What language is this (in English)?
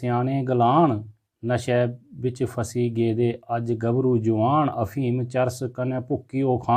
Dogri